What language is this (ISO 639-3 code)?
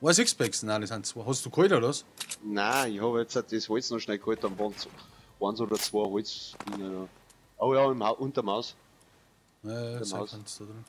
bar